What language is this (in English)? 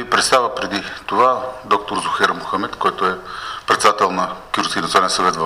Bulgarian